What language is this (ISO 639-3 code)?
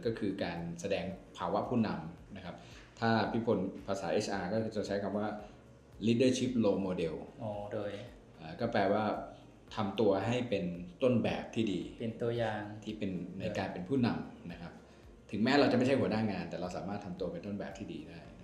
lao